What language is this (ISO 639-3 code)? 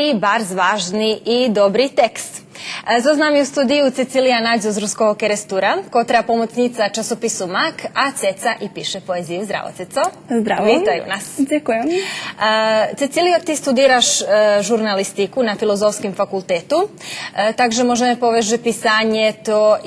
rue